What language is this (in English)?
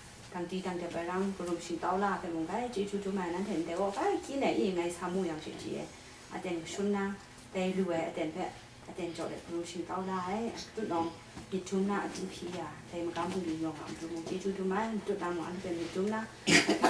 Kachin